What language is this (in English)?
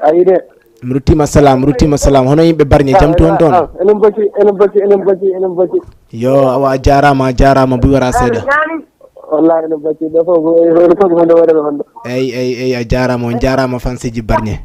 Fula